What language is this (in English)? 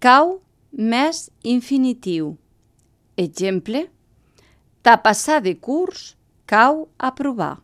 Catalan